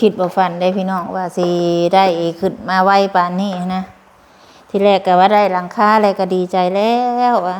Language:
Lao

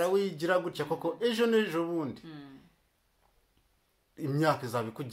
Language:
Kinyarwanda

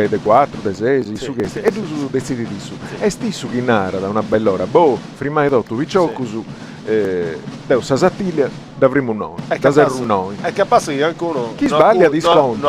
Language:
Sardinian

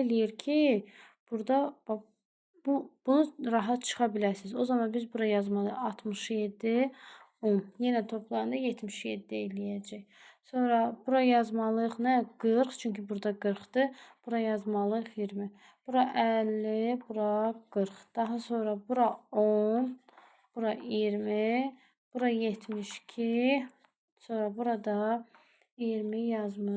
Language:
Azerbaijani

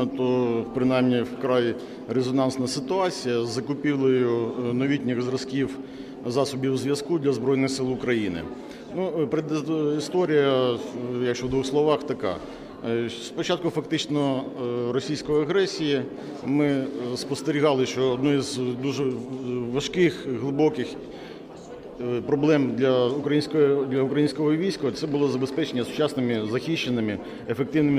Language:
Ukrainian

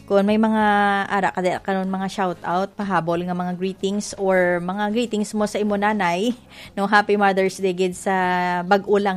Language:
Hiligaynon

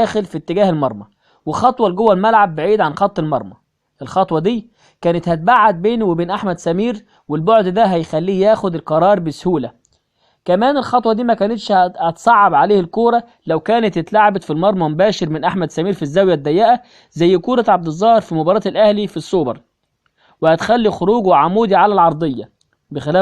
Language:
Egyptian Arabic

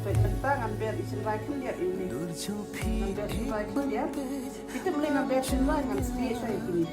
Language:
Khasi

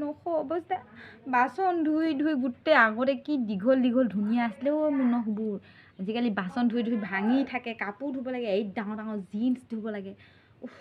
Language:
Assamese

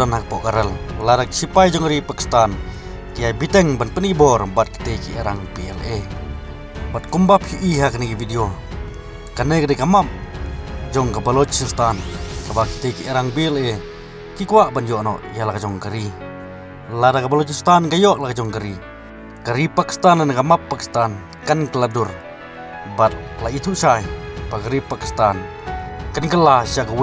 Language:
Khasi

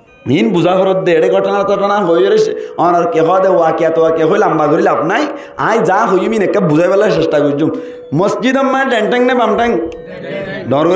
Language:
Rohingya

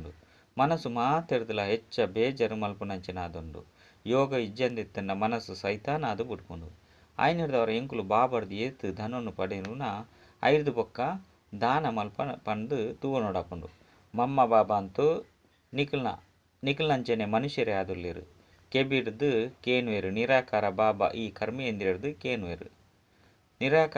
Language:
Tulu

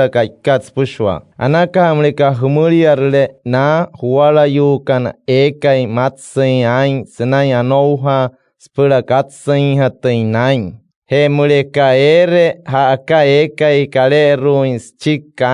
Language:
Wayuu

